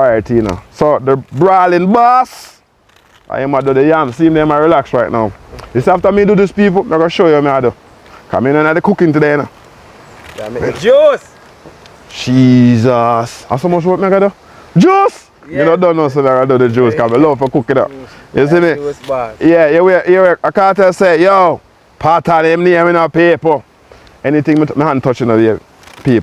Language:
Jamaican Creole English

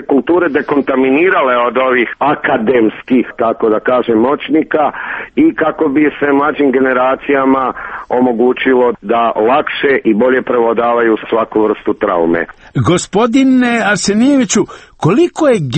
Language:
Serbian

